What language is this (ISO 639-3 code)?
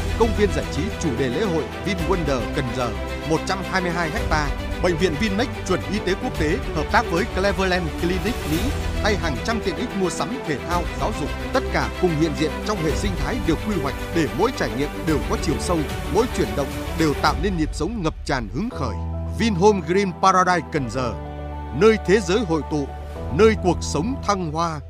vie